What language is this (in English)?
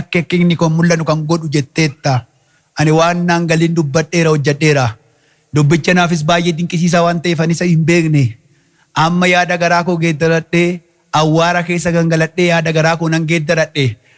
Oromo